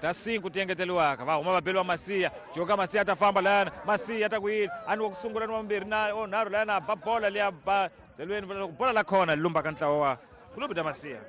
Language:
Tsonga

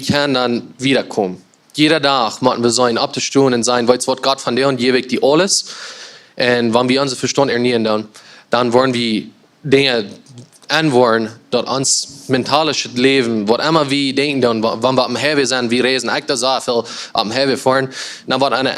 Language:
Plautdietsch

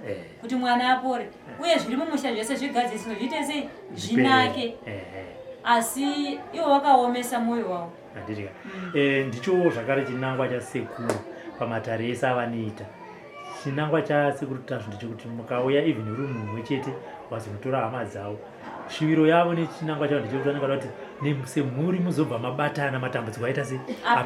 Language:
Shona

